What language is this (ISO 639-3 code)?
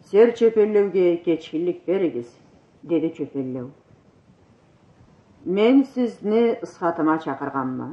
krc